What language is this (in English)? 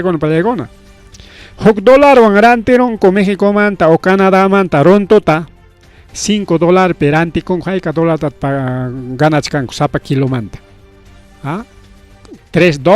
Ayacucho Quechua